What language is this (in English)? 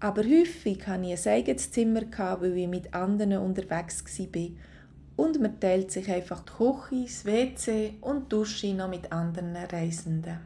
Swiss German